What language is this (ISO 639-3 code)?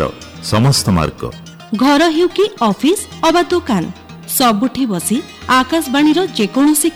ori